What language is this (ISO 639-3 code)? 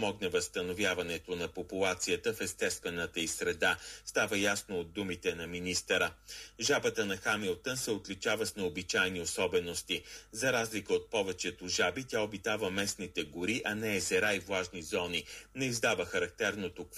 bul